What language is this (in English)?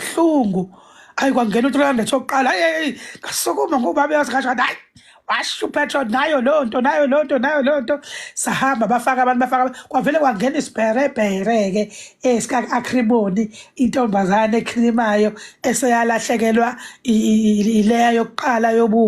Zulu